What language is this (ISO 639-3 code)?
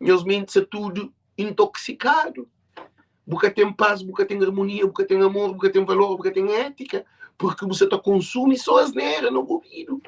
kea